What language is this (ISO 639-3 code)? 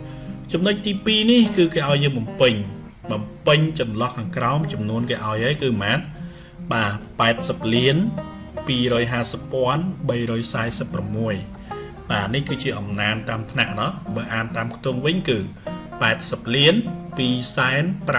khm